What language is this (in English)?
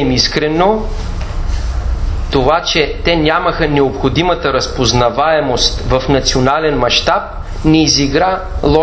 Bulgarian